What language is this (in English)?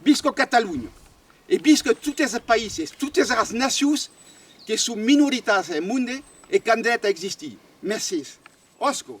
Occitan